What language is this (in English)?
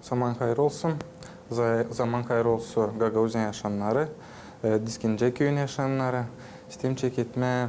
Gagauz